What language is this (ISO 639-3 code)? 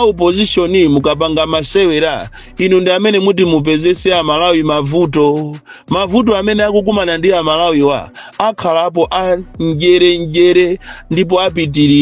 nya